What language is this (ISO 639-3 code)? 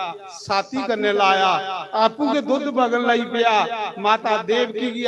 doi